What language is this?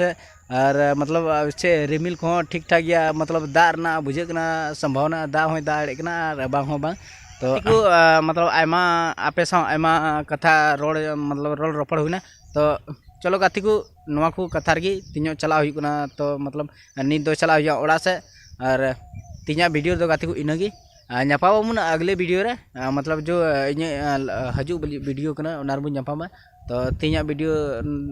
Santali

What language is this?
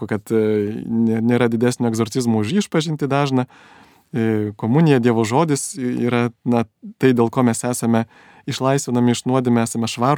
Lithuanian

